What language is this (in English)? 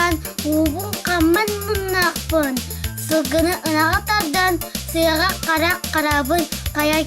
Yakut